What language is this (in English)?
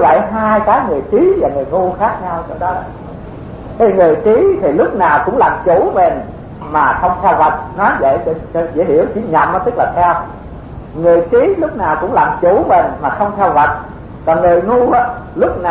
Vietnamese